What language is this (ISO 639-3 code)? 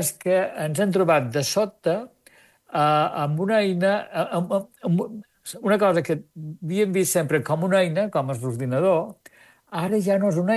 cat